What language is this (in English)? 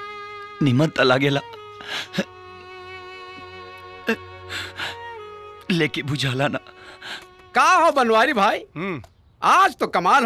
Bhojpuri